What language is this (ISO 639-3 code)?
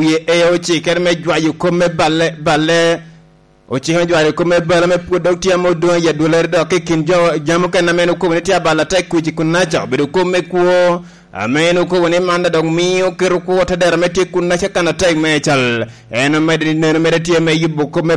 laj